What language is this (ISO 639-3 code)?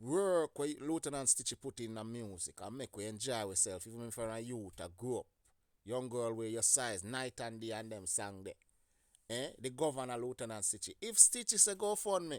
jam